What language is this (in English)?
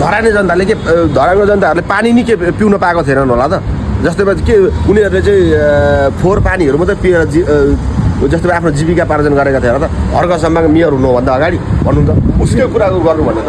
Nepali